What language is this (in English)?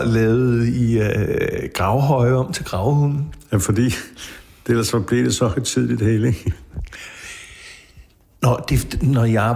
Danish